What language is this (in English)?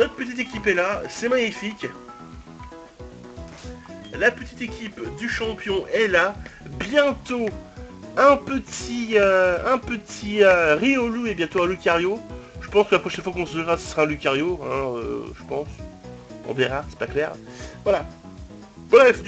French